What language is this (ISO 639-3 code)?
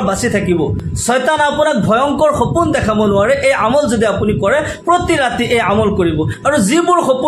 asm